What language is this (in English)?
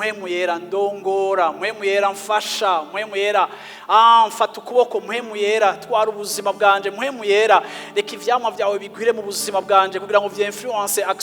Rundi